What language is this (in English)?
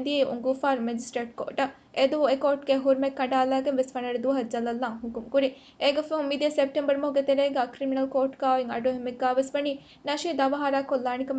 Divehi